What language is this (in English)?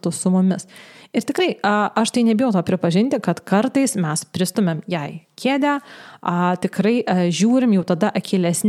Lithuanian